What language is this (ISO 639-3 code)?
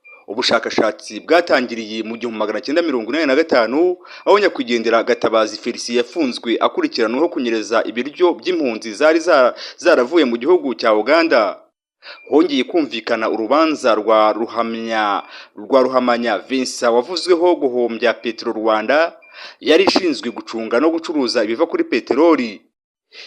kin